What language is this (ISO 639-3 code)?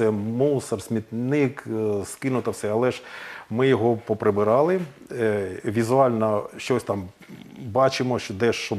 ukr